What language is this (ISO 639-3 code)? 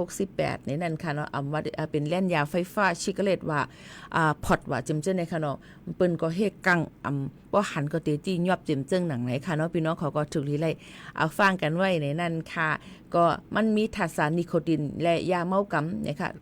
shn